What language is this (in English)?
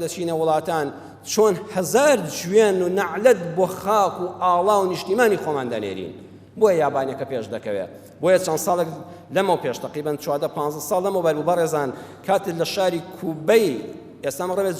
Central Kurdish